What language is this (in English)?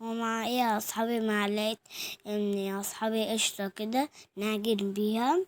Egyptian Arabic